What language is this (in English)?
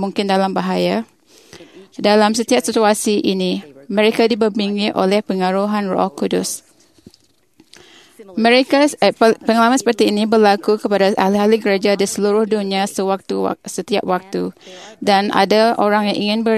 Malay